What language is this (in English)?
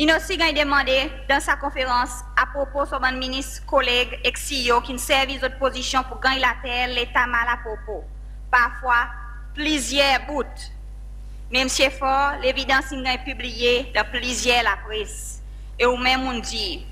Seselwa Creole French